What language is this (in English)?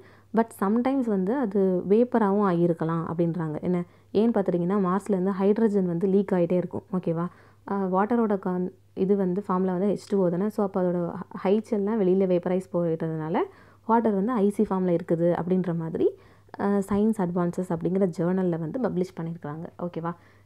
Tamil